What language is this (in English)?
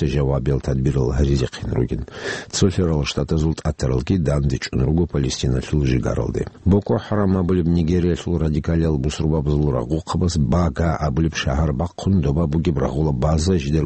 Avaric